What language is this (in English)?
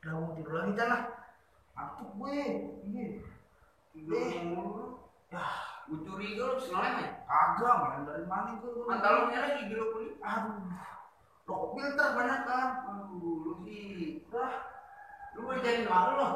Betawi